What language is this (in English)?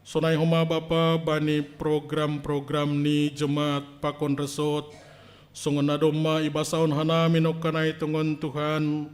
Batak Simalungun